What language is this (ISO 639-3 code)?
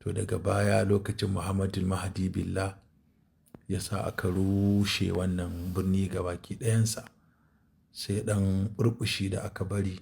hau